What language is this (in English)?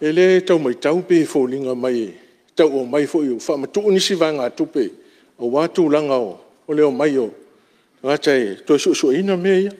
Samoan